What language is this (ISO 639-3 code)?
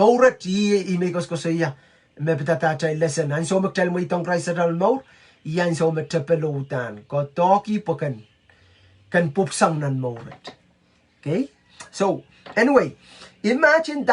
pon